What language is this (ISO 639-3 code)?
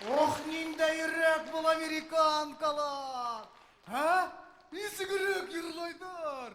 bak